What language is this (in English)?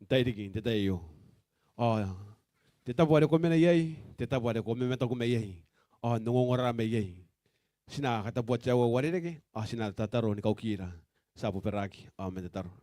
Gilbertese